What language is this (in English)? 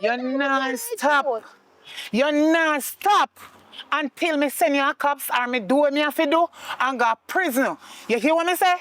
Jamaican Creole English